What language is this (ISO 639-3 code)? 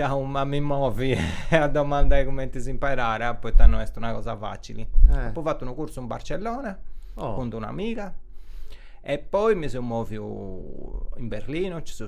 srd